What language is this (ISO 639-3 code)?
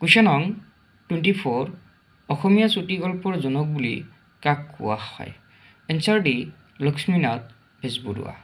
asm